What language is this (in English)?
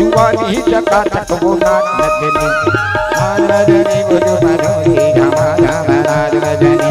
Chhattisgarhi